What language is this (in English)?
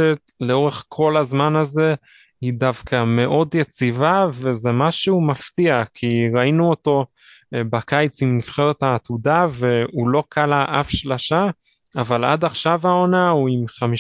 Hebrew